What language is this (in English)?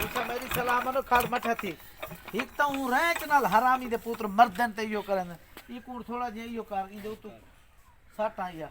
Saraiki